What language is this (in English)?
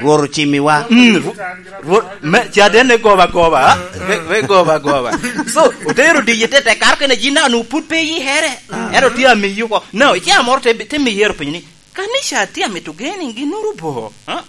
Lango (Uganda)